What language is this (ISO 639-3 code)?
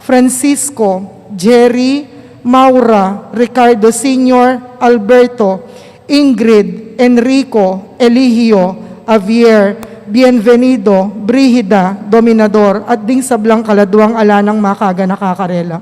pam